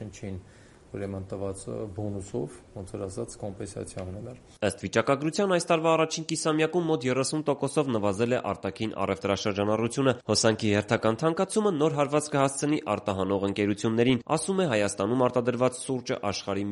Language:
Armenian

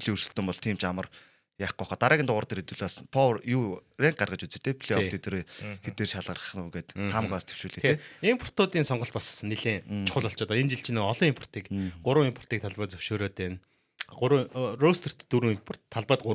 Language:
Mongolian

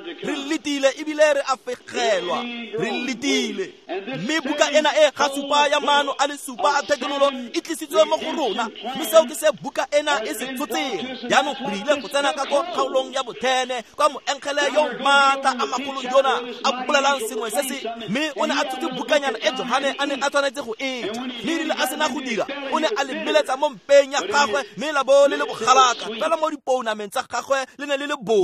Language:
Tswana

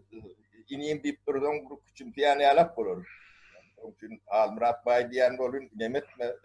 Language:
Turkmen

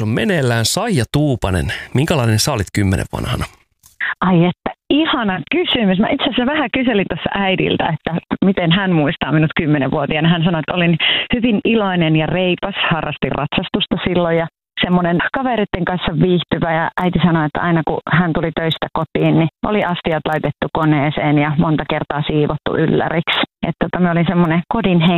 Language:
Finnish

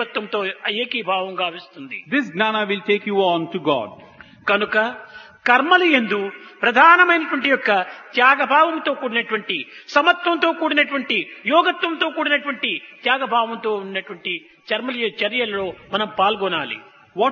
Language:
Telugu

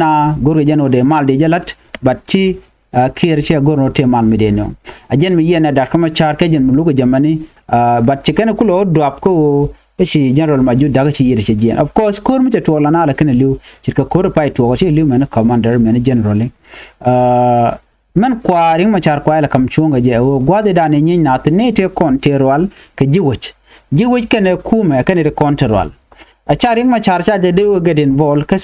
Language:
Nuer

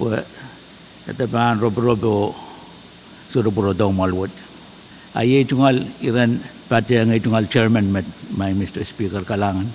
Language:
Pohnpeian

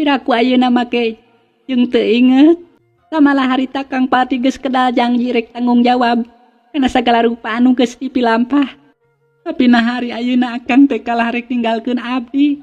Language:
Sundanese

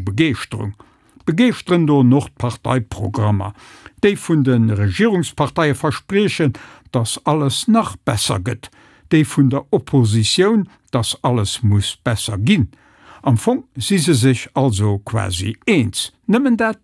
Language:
Luxembourgish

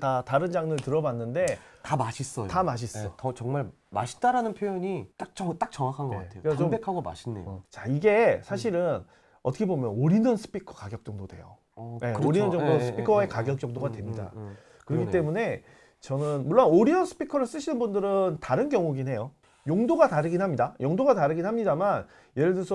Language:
Korean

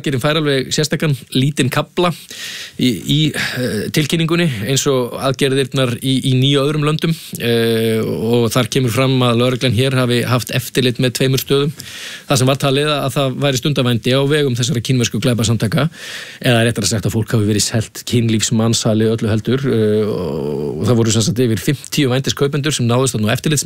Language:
Icelandic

